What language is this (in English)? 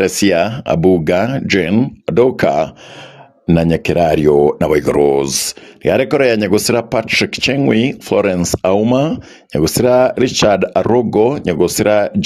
Gusii